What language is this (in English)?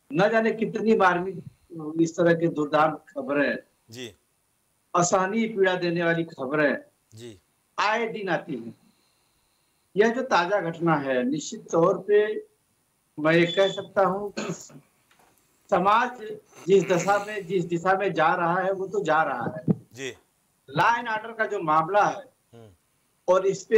Hindi